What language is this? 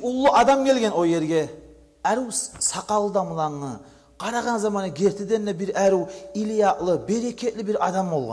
Kumyk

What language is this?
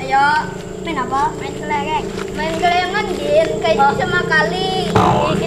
Banjar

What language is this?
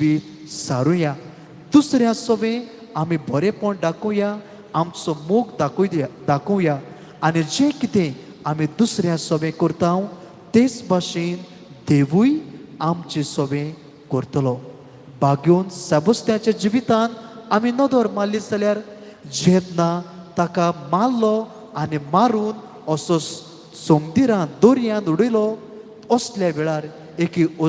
Konkani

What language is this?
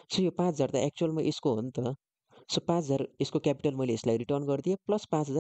Nepali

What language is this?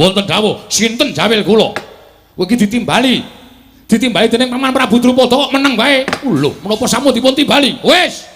Javanese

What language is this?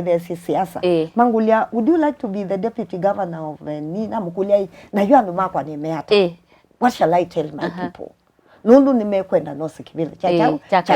Kamba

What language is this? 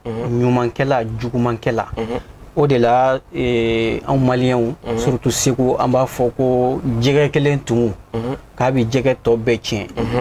Bambara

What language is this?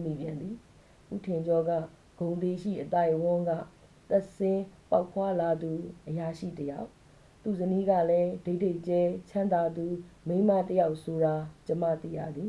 Burmese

